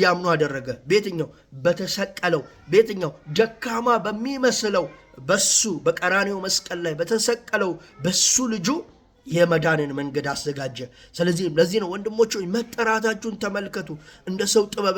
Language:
Amharic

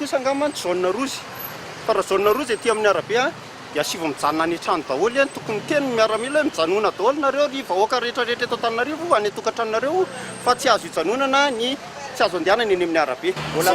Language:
Malagasy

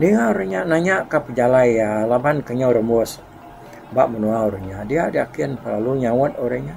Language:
Iban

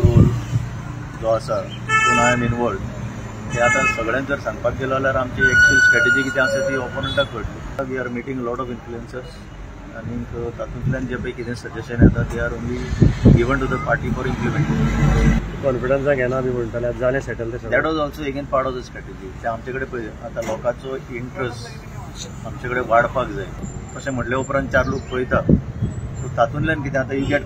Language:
Konkani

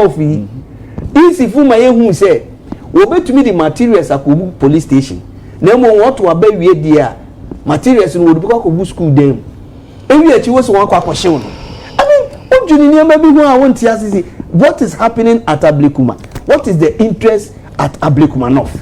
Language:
Akan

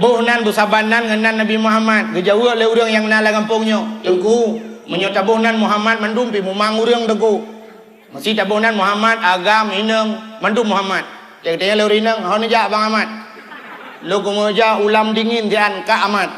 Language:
Achinese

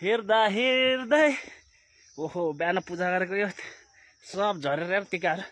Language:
Nepali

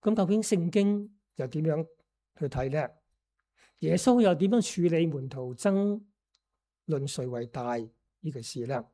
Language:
Cantonese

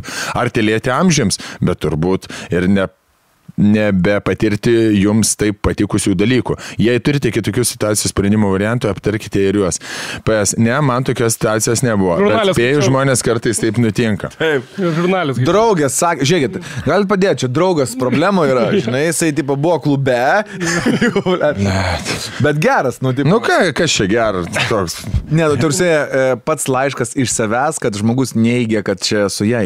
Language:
Lithuanian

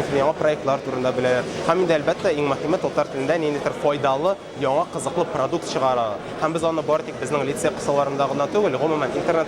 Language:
Tatar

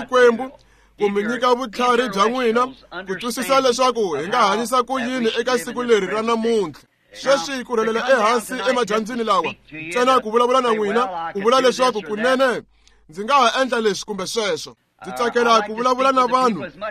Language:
Tsonga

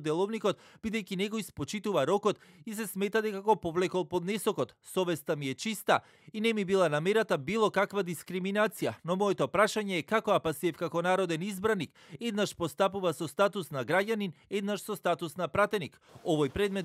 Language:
Macedonian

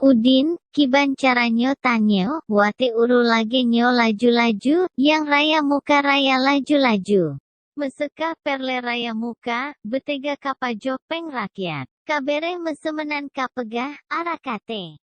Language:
Achinese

